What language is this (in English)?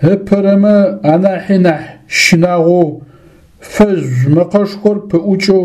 Adyghe